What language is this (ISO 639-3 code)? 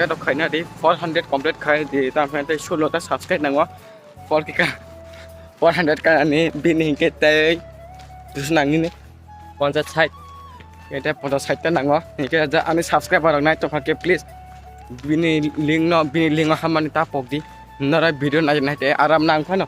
trp